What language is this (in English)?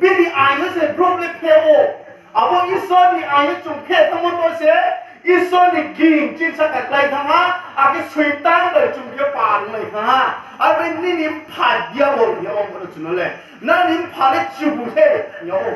Riang (India)